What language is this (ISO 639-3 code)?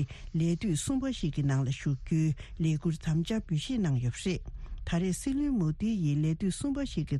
bod